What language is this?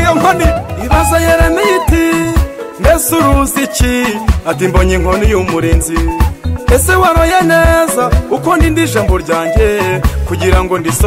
Kinyarwanda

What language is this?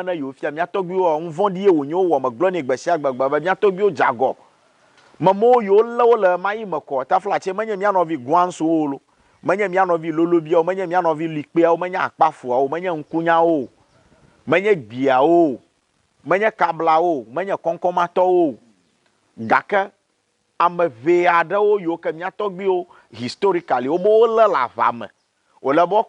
Ewe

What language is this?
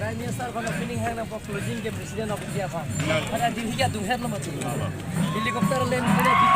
Karbi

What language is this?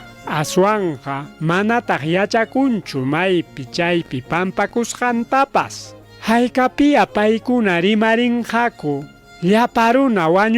Ayacucho Quechua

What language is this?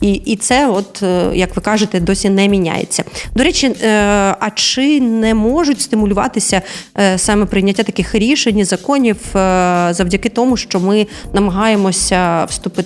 Ukrainian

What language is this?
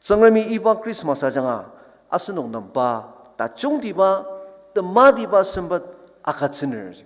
Ao Naga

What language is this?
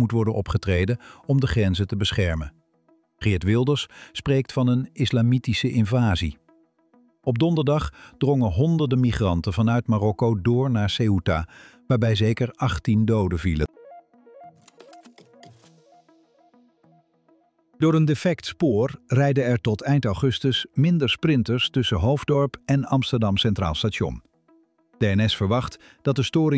Dutch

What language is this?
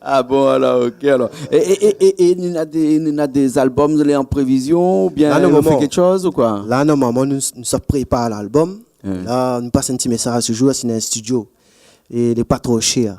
Réunion Creole French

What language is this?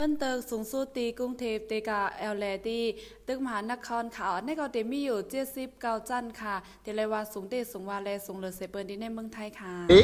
Shan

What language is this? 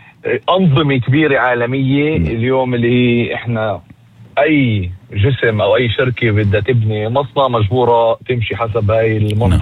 North Levantine Arabic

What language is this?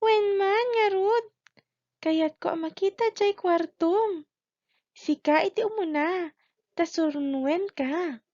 Iloko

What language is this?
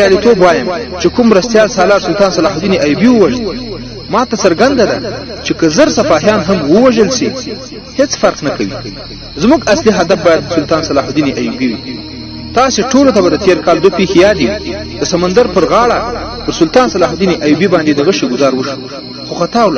Pashto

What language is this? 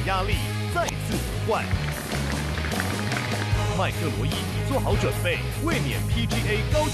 Chinese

